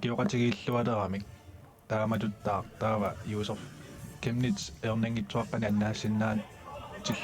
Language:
Kalaallisut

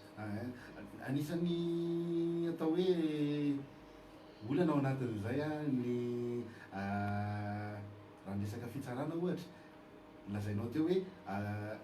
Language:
Malagasy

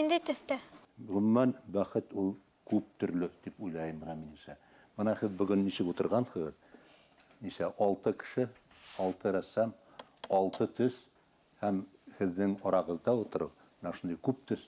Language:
Bashkir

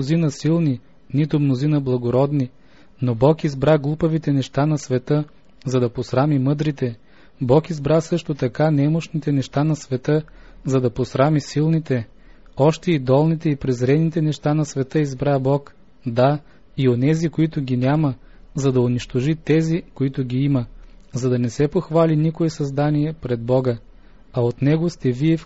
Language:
Bulgarian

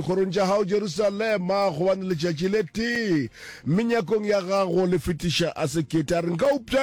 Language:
Northern Sotho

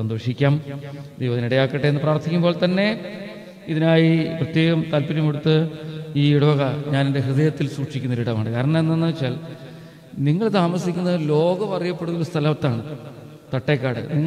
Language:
Malayalam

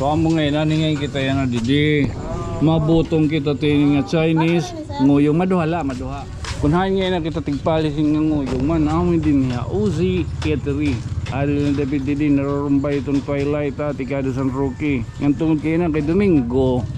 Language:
Waray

